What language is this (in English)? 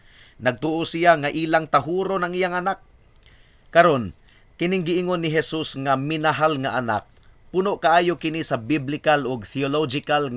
Cebuano